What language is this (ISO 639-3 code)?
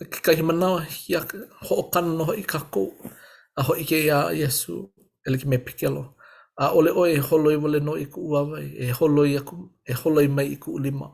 haw